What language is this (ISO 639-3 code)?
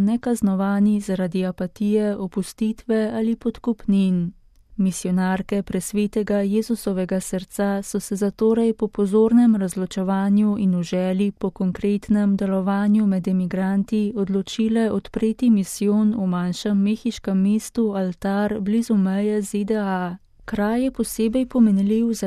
slv